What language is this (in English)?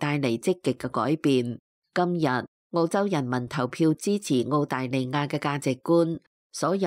Cantonese